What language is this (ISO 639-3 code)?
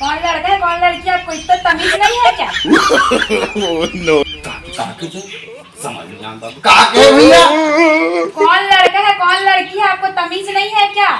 hne